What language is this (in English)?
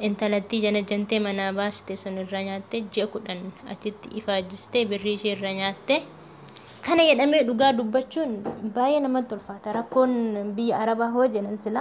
Oromo